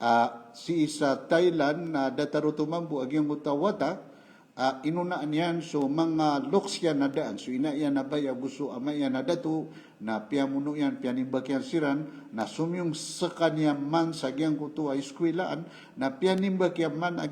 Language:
Maranao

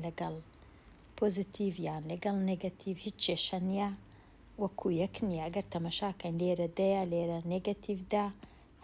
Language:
Central Kurdish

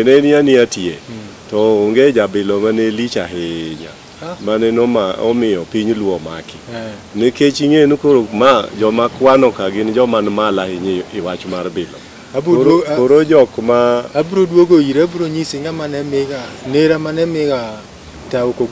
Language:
Luo (Kenya and Tanzania)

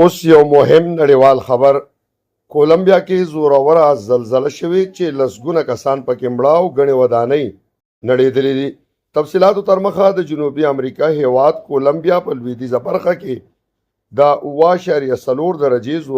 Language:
Pashto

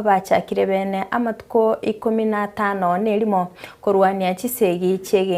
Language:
Gusii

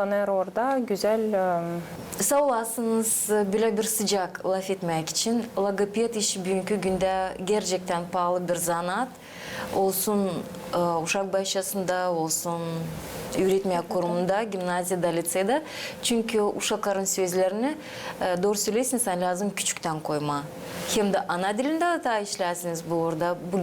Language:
Gagauz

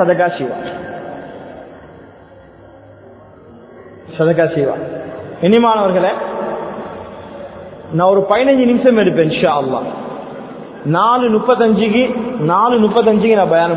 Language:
Tamil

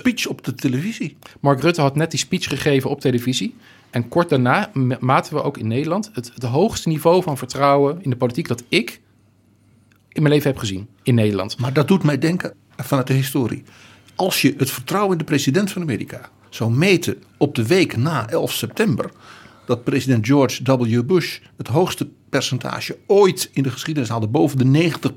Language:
Dutch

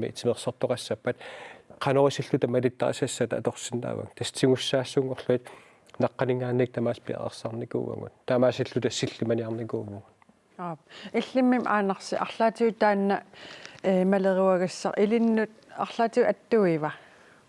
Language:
Kalaallisut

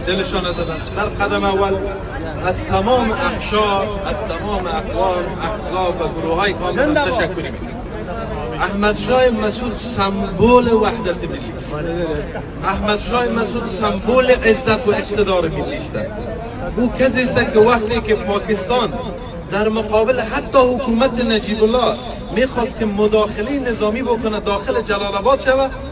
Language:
Persian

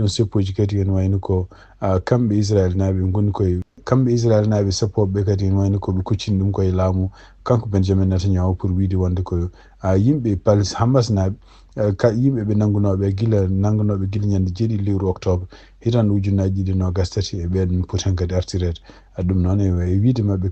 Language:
Fula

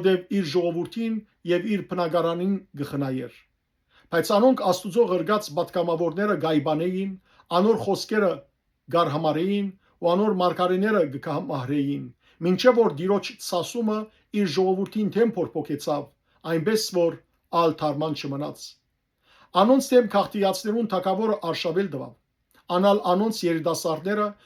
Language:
Western Armenian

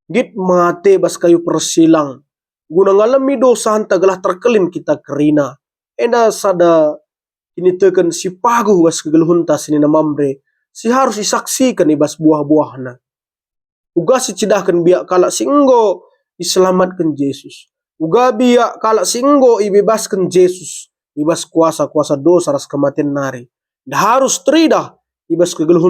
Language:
Batak Karo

